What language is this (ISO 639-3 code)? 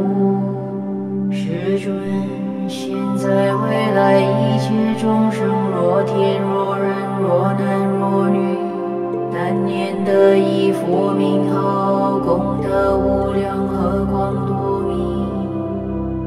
zho